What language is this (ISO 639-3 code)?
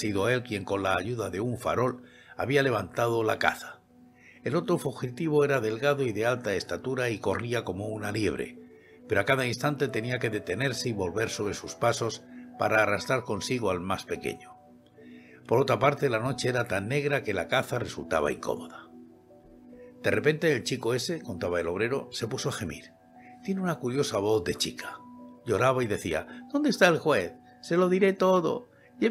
spa